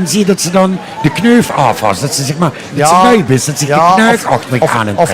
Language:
Limburgish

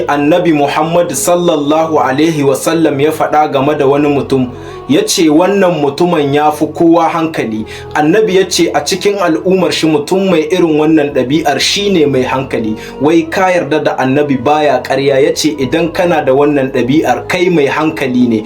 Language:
Hausa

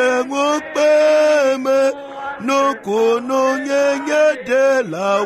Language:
Ewe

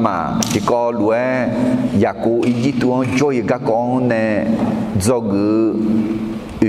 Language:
Akha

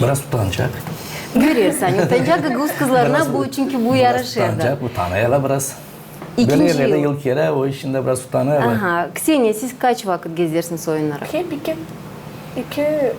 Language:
Gagauz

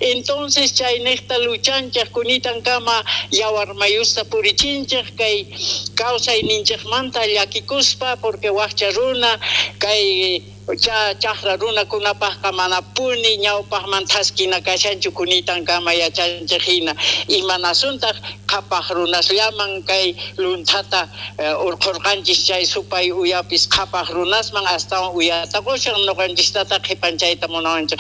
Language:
South Bolivian Quechua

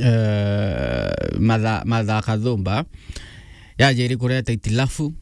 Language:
Meru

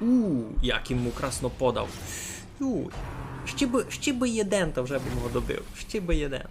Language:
Rusyn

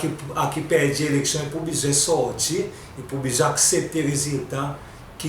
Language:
Seselwa Creole French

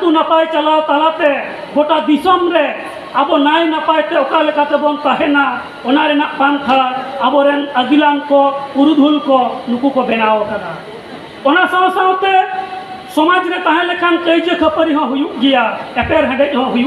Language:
Santali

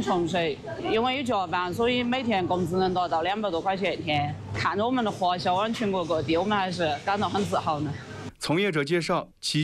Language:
Chinese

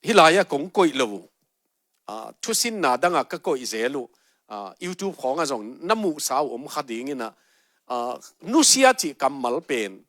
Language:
Tedim Chin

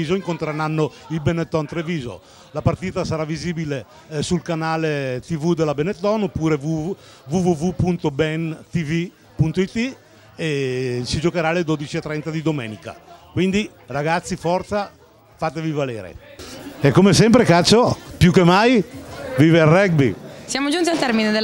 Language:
Italian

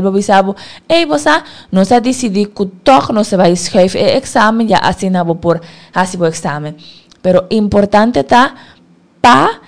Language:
Papiamento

